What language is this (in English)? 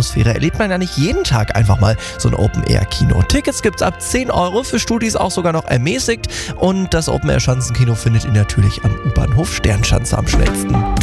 German